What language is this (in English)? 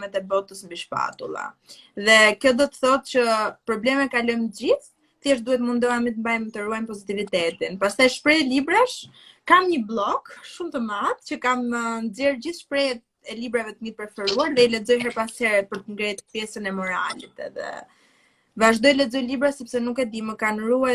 Albanian